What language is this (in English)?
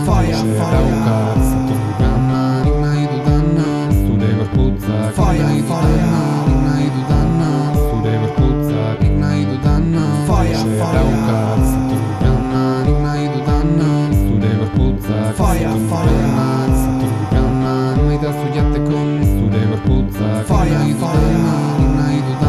Basque